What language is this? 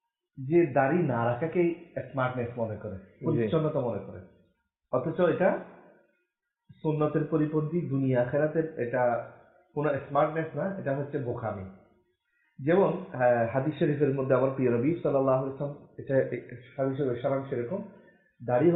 Bangla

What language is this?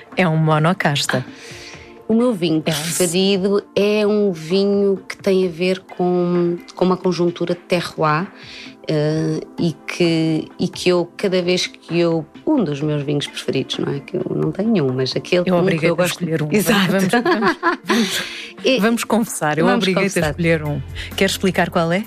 Portuguese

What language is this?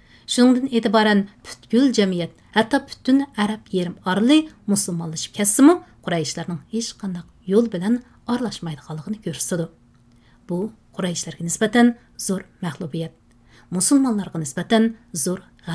Uyghur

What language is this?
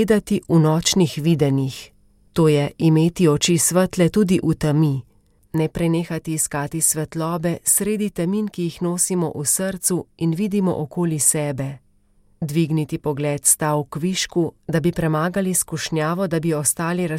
Slovenian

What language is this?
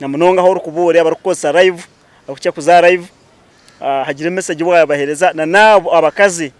Nyankole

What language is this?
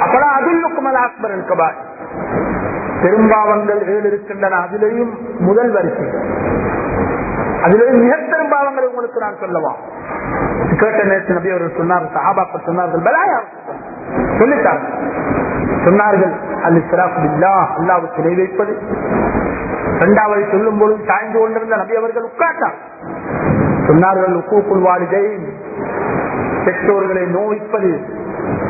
Tamil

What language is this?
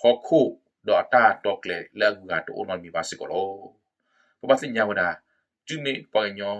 S'gaw Karen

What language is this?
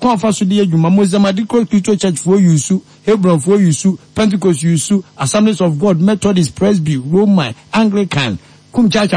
Akan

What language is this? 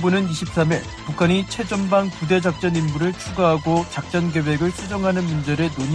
Korean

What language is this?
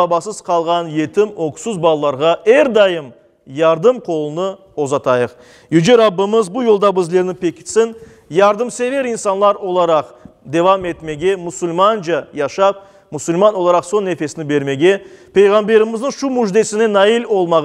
Crimean Tatar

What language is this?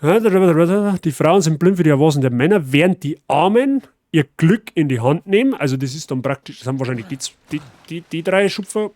Bavarian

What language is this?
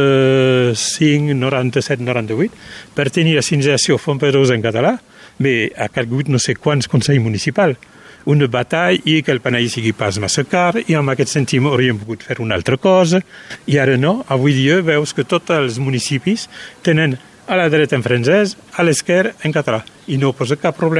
Catalan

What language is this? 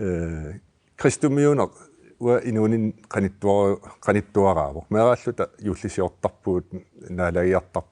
Kalaallisut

